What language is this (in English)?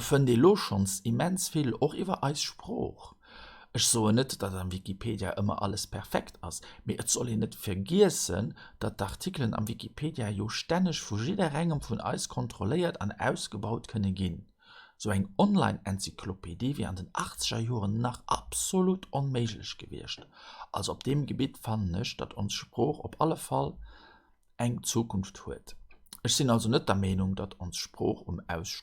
Luxembourgish